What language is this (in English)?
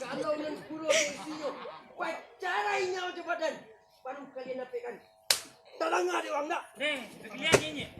Minangkabau